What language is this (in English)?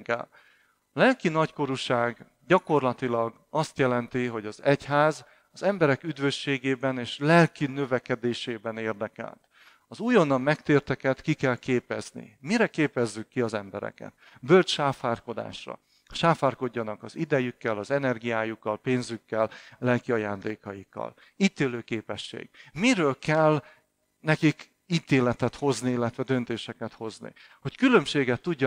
Hungarian